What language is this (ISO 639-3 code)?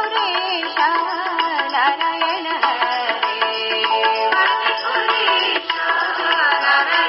kan